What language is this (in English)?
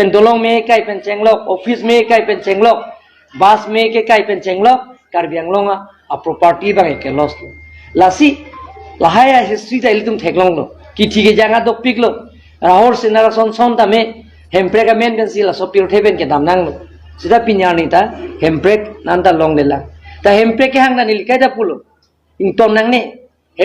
Karbi